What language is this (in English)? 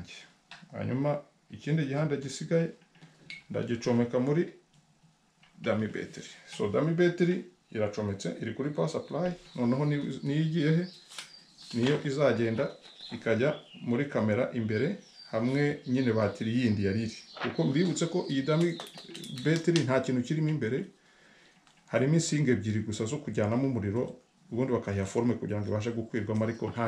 Kinyarwanda